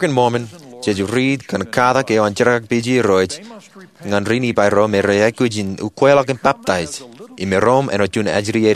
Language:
Marshallese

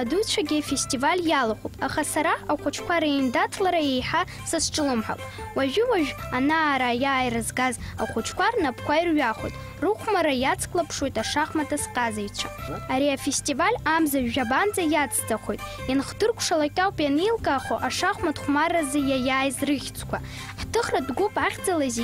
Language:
Abkhazian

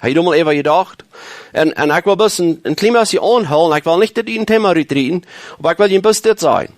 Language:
Plautdietsch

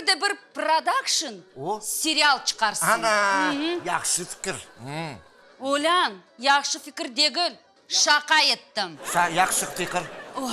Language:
Crimean Tatar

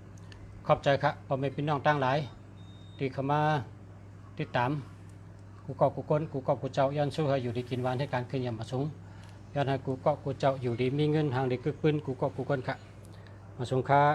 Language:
Shan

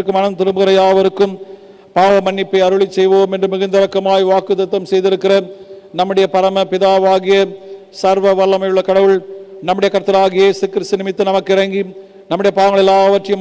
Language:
Tamil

